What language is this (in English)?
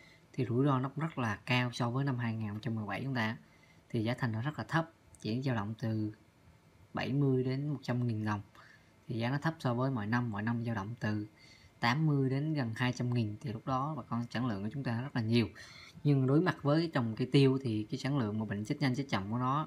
Vietnamese